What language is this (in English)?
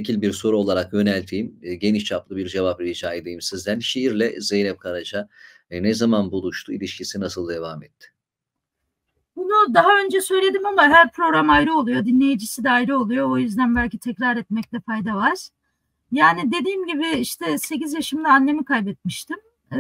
Turkish